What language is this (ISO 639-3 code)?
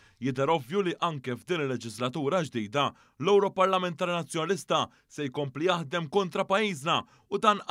mlt